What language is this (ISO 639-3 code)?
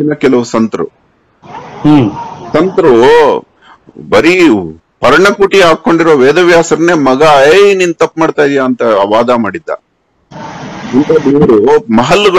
kan